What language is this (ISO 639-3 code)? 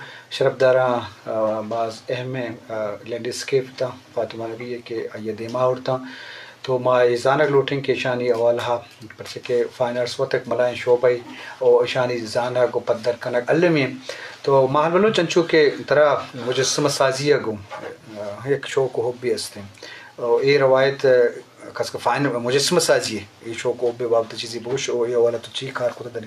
bgp